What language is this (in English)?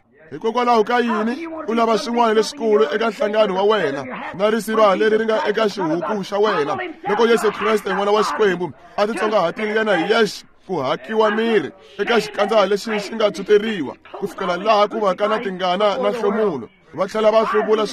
Tsonga